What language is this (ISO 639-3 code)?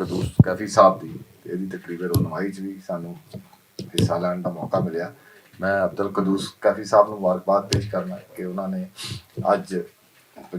lah